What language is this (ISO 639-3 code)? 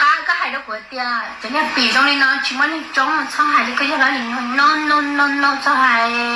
hmn